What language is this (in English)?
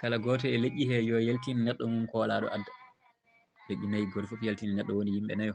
Fula